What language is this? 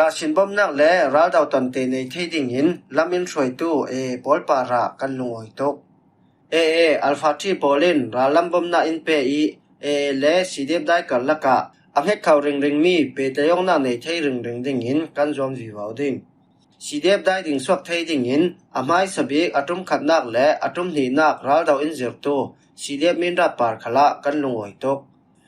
Falam Chin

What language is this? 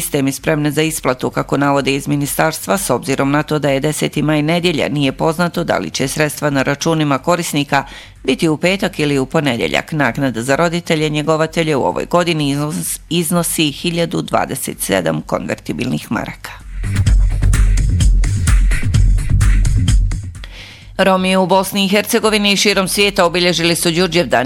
Bosnian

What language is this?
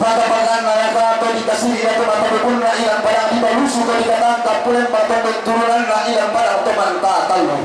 Toraja-Sa'dan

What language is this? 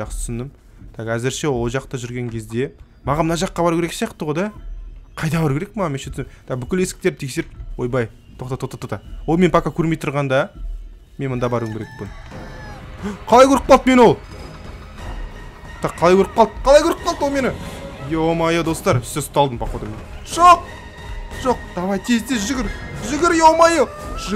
Kazakh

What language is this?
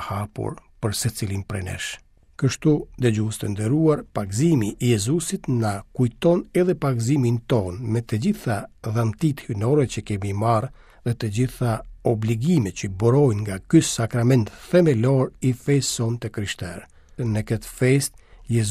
Albanian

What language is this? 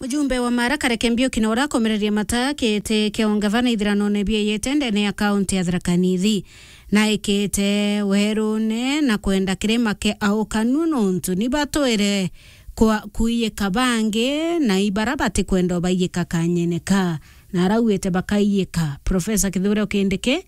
Meru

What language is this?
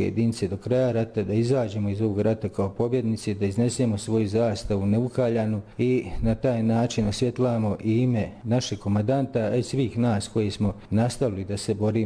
Bosnian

